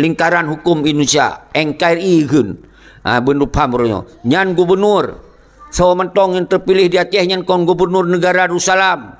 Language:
Achinese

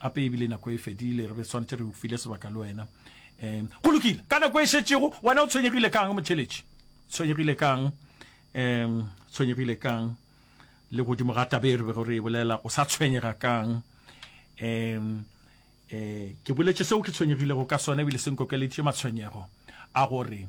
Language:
Northern Sotho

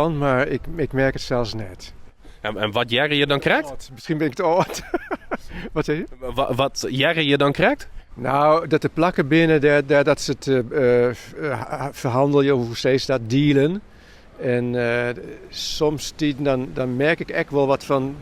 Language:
Western Frisian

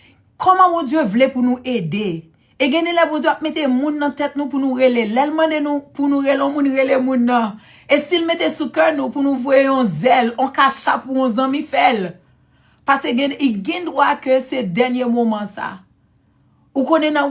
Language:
Haitian Creole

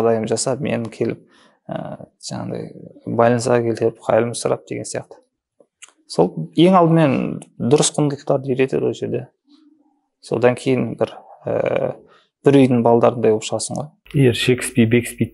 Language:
Kazakh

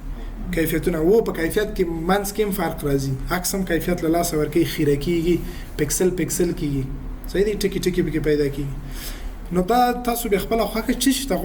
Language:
Pashto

